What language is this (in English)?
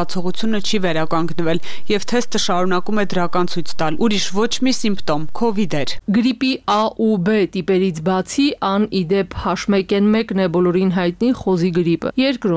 Armenian